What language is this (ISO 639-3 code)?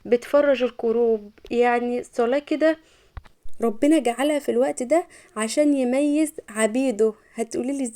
arz